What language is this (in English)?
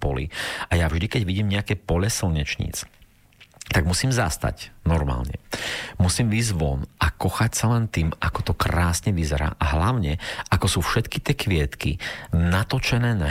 Slovak